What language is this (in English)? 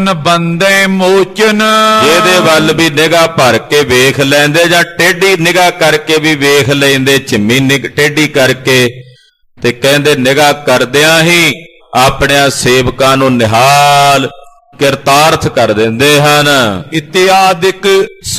Punjabi